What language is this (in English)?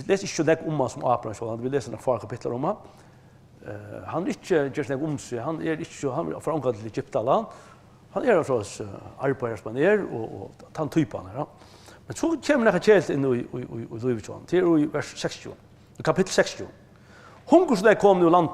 Faroese